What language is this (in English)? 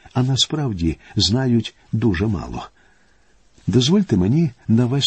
Ukrainian